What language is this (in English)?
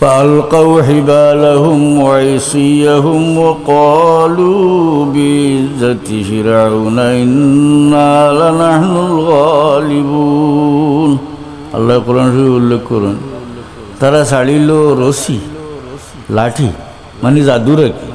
Sylheti